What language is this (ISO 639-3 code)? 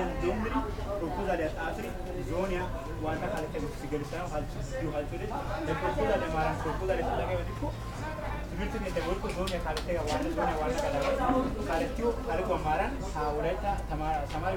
wal